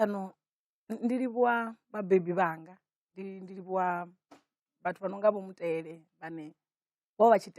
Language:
Venda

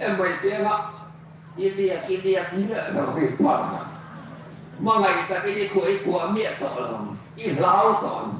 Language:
Hmar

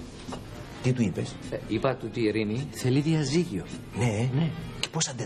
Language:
Greek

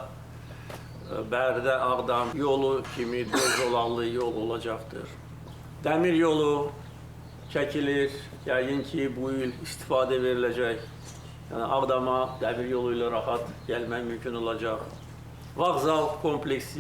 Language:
Azerbaijani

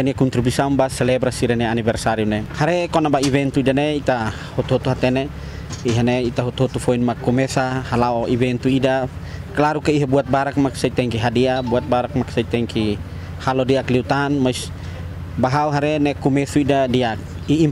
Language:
Tetum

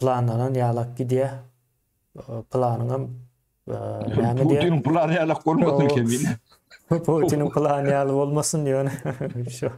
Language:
Turkmen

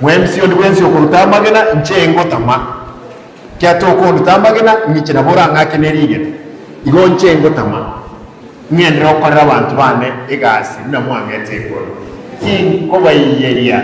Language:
Gusii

